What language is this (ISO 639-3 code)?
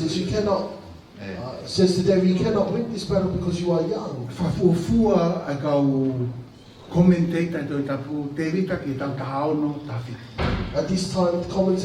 ton